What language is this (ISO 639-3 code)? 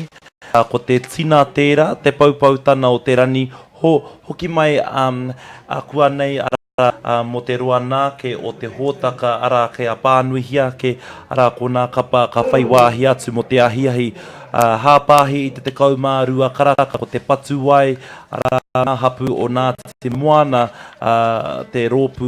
mri